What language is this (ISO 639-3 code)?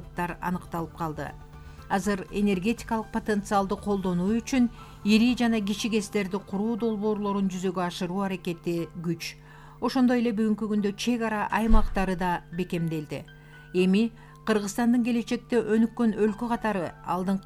kir